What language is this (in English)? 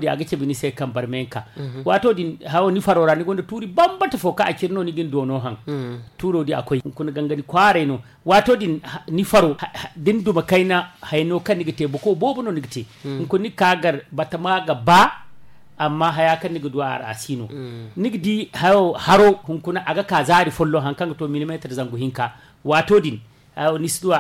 Zarma